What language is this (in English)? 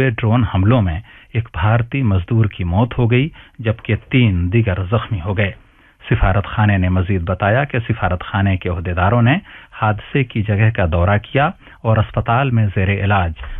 Urdu